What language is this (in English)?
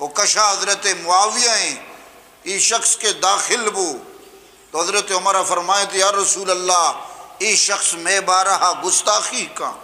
Eastern Balochi